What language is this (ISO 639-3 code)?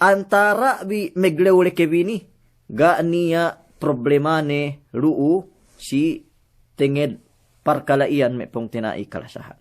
yka